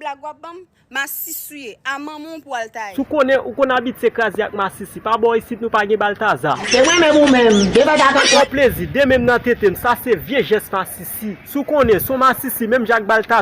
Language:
Haitian Creole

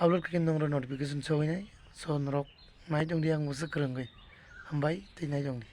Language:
Kok Borok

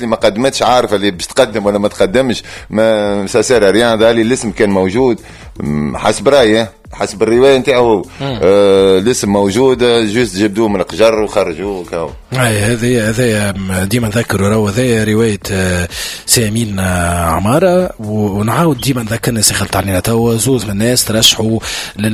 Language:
Tunisian Arabic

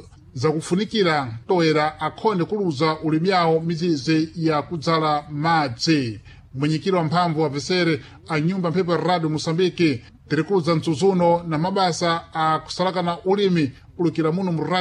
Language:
Sena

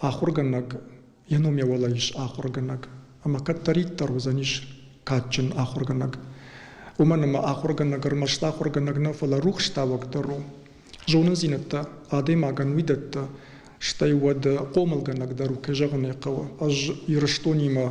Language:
Ossetic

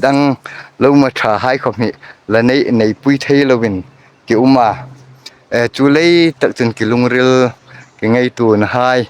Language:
Hmar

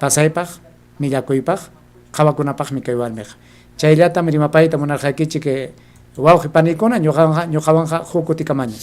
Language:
Ayacucho Quechua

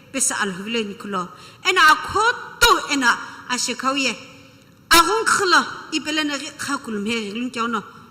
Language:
Sumi Naga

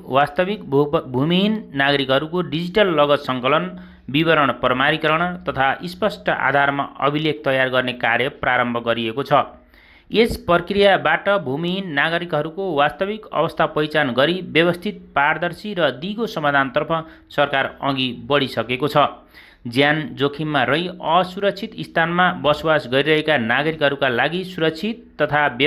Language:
Nepali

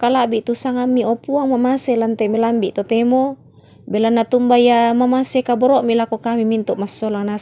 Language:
Toraja-Sa'dan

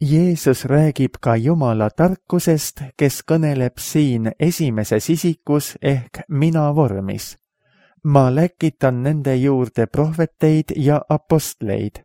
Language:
Estonian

